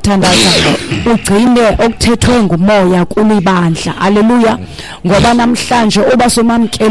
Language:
Xhosa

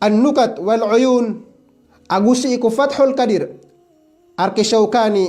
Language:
Maranao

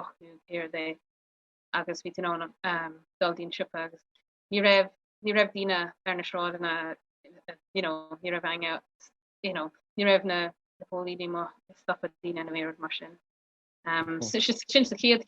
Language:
Irish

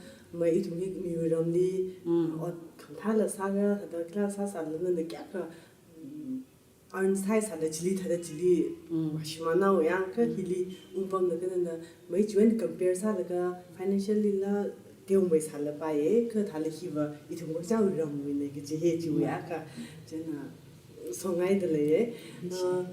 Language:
Tangkhul Naga (India)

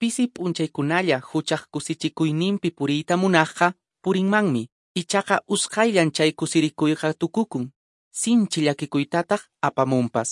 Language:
Quechua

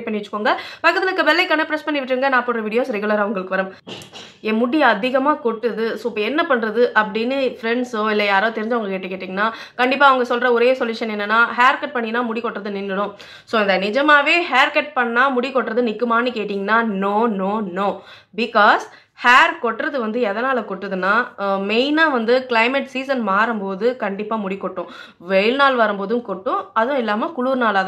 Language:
Tamil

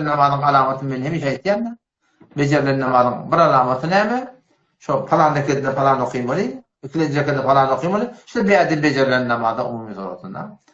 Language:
Turkmen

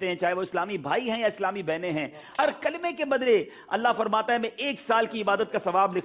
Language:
Urdu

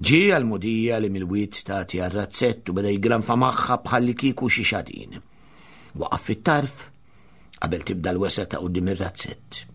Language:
Maltese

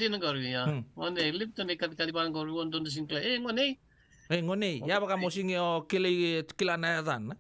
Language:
Fijian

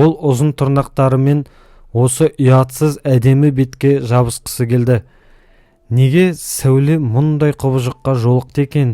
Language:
Kazakh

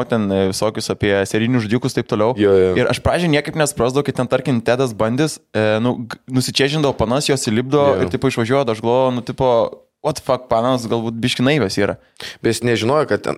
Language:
Lithuanian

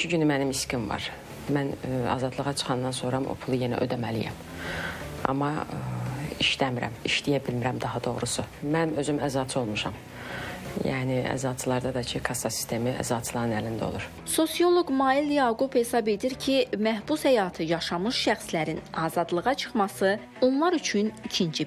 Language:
Azerbaijani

